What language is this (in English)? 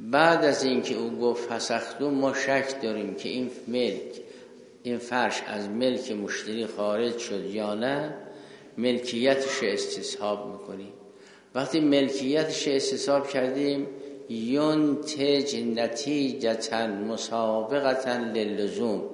Persian